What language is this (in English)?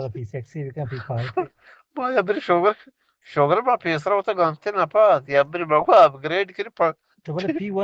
Eastern Balochi